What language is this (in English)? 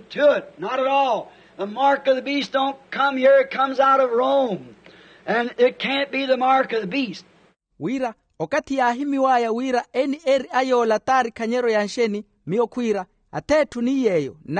Makhuwa